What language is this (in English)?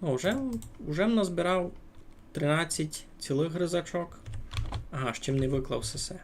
Rusyn